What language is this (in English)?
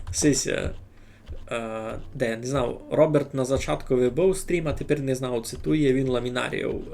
Rusyn